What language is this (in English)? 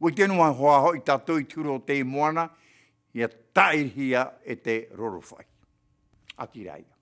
Tahitian